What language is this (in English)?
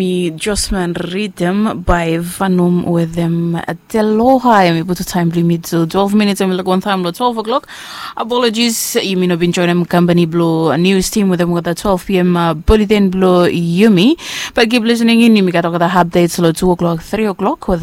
Bislama